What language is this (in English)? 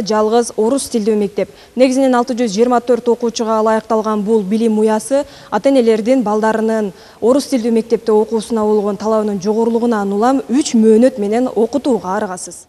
Kyrgyz